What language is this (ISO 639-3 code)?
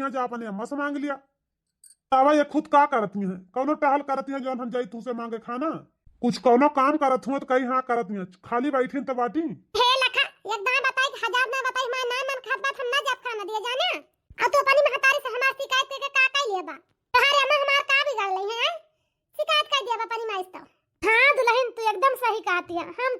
awa